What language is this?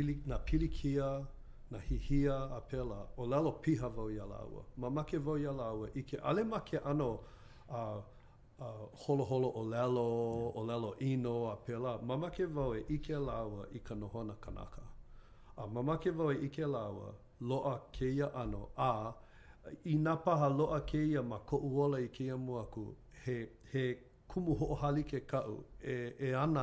Hawaiian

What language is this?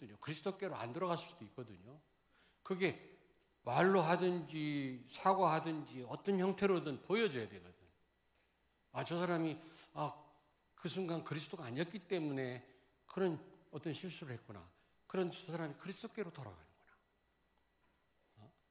Korean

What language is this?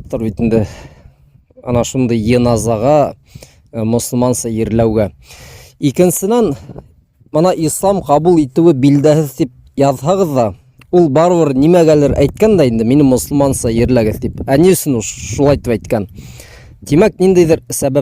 Bashkir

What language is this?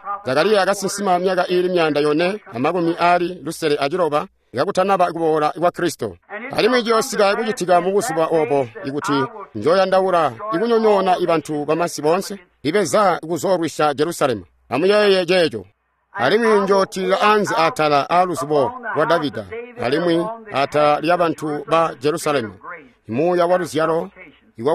Tonga (Zambia)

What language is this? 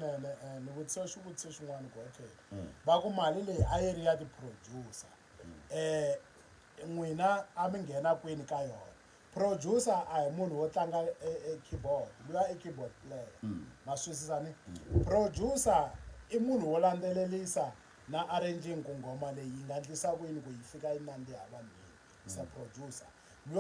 Tsonga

